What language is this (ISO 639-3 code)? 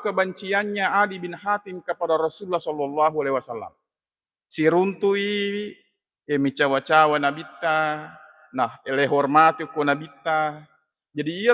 bug